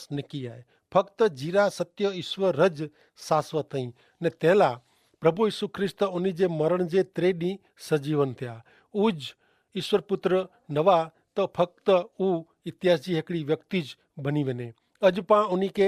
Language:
Kachhi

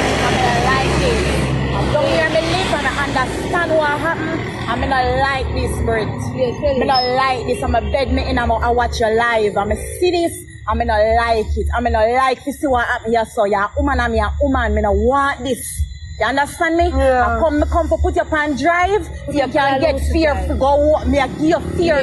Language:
Jamaican Creole English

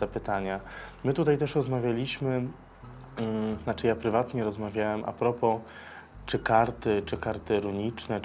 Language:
Polish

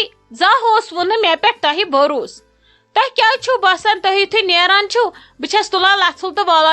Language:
Kashmiri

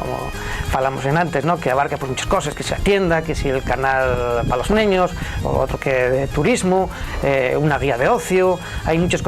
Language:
Asturian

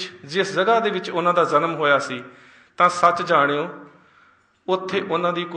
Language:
Punjabi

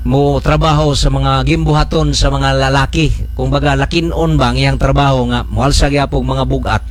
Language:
Cebuano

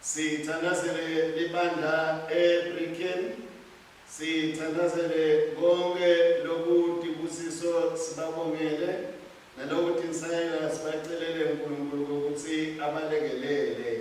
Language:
Swati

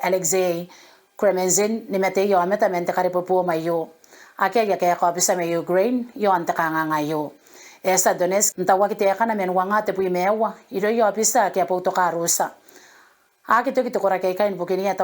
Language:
Gilbertese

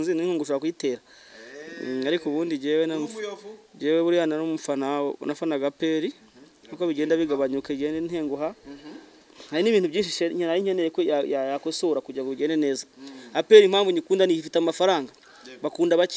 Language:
Kinyarwanda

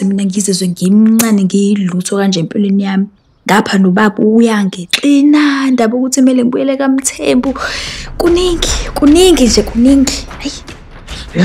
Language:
Zulu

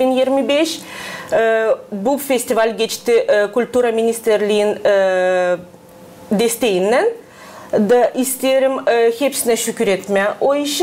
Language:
Gagauz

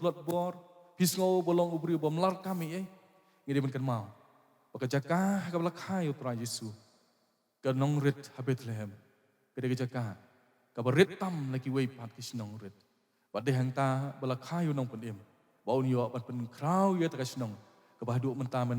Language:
Khasi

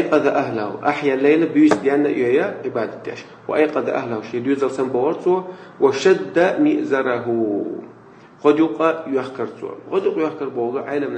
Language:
Chechen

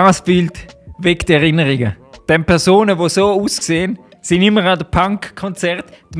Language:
Swiss German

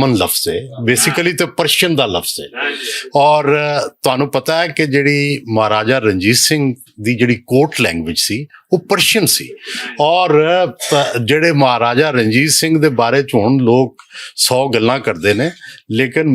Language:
Western Panjabi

